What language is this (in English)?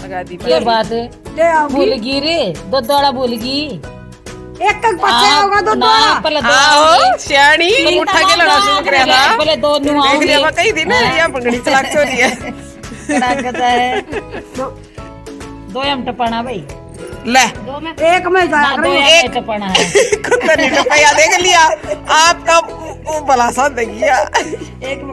Haryanvi